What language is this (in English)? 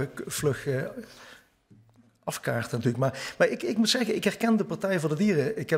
Dutch